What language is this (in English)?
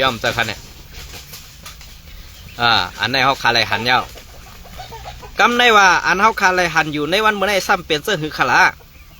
Shan